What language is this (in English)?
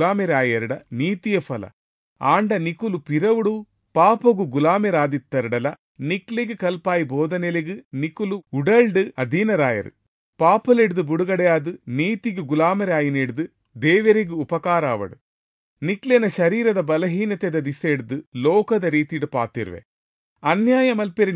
Tulu